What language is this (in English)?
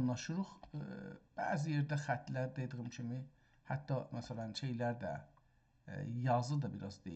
South Azerbaijani